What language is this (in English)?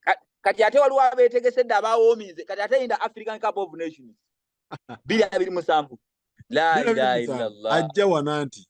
Ganda